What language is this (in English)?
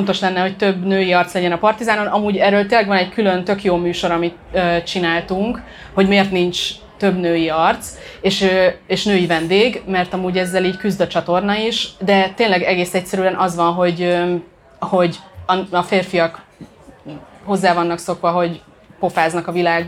Hungarian